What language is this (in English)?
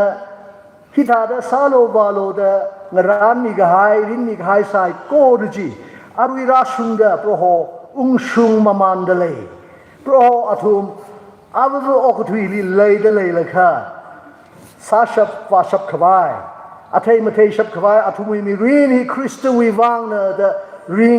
Tangkhul Naga (India)